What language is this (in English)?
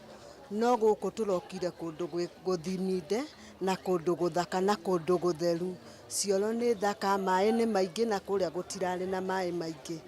Kikuyu